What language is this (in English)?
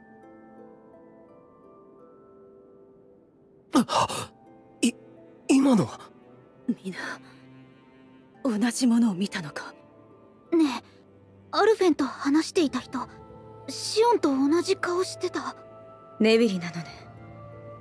Japanese